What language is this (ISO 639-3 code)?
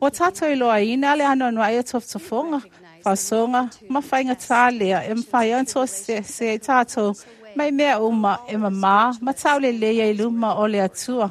smo